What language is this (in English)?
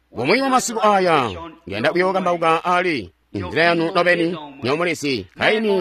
Tonga (Zambia)